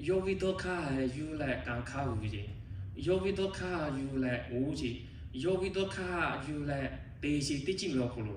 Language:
Lahu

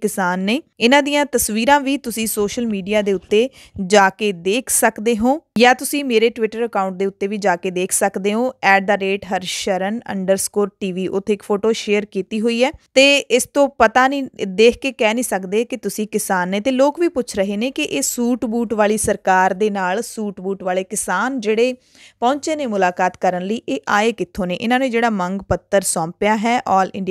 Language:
Punjabi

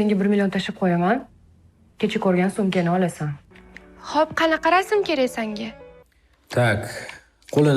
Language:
Uzbek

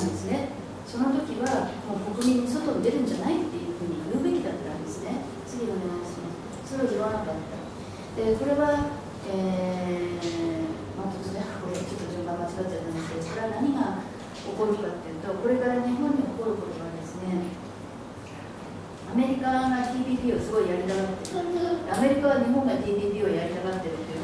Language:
Japanese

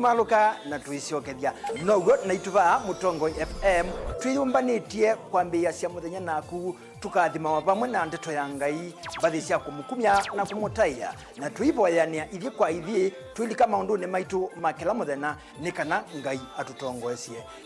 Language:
Kamba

